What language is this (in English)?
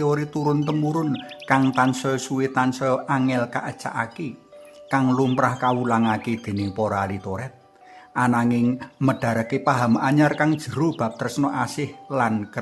Javanese